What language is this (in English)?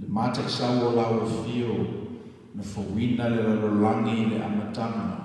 Samoan